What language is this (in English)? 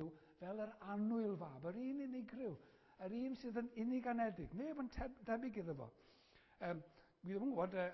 Welsh